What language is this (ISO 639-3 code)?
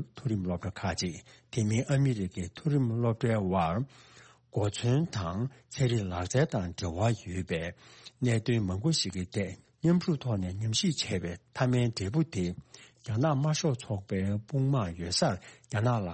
bod